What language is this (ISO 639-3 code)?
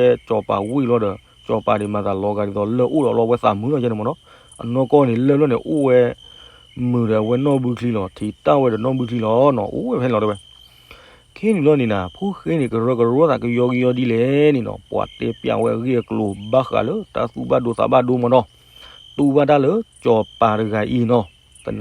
ksw